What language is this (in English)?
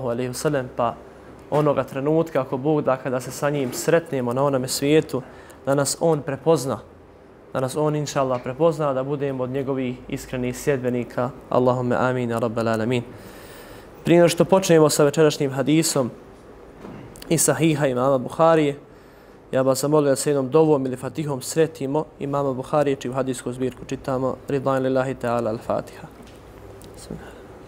Bosnian